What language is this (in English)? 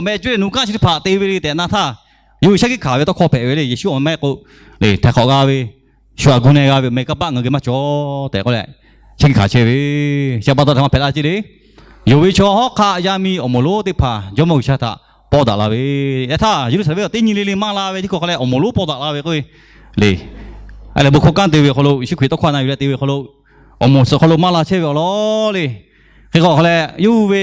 Lahu